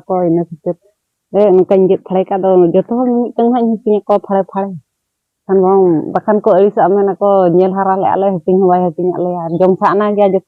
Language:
Santali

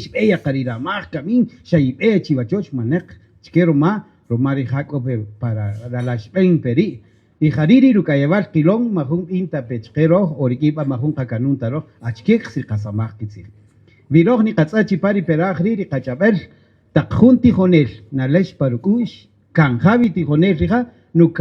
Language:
Kaqchikel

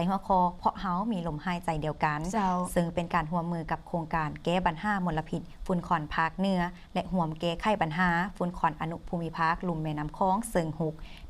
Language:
Lao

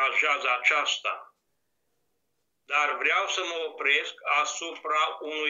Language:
Romanian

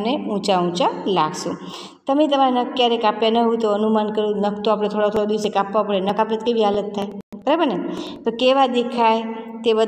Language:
Gujarati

